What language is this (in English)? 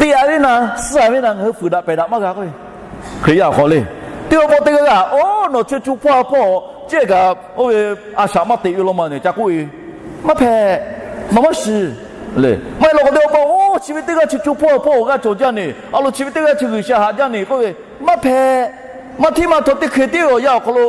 Lahu